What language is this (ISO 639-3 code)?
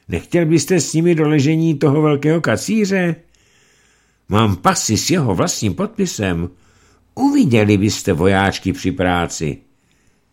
ces